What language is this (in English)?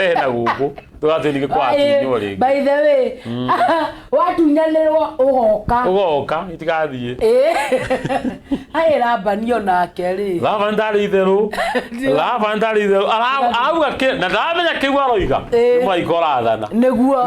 Kikuyu